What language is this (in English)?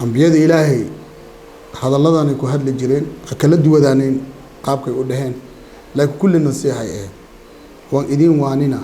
Somali